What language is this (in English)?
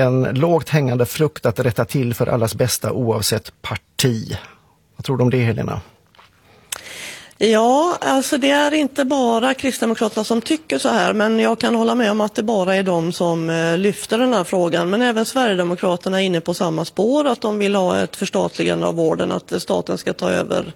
Swedish